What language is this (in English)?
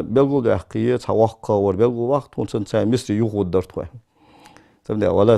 Ingush